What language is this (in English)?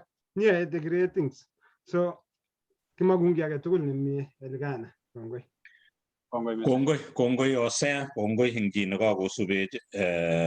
Kalenjin